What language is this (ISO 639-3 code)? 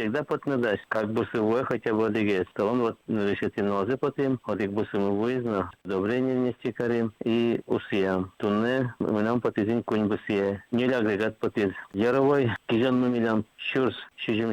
udm